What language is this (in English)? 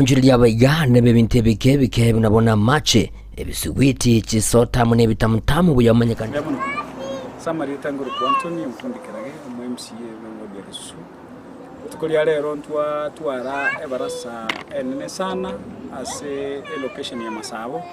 Gusii